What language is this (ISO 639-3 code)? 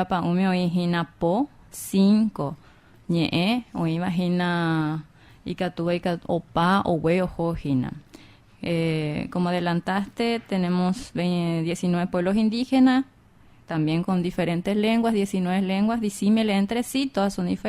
grn